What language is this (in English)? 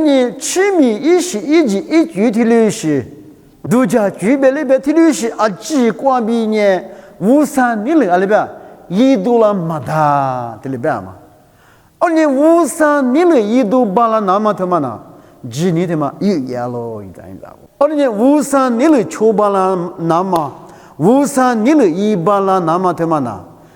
Lisu